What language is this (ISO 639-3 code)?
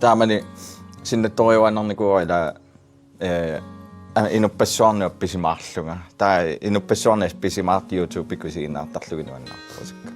kal